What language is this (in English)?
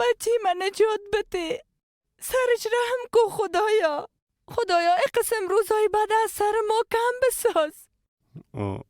Persian